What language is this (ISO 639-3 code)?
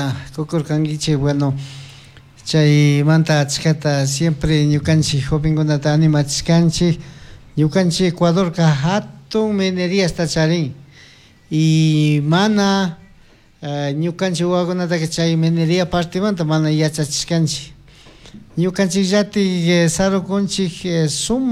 qug